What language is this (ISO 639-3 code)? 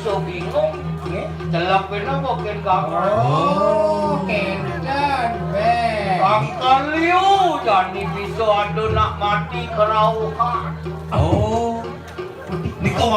ban